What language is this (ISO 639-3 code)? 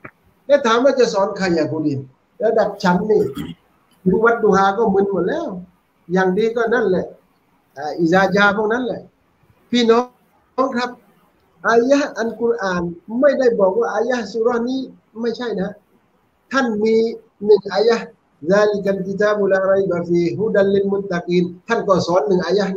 tha